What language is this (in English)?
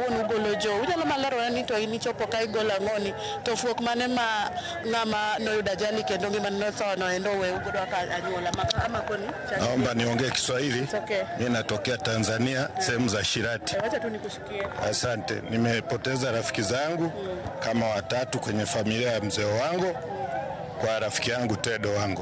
Luo (Kenya and Tanzania)